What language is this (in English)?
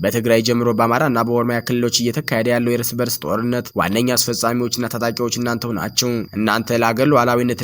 Amharic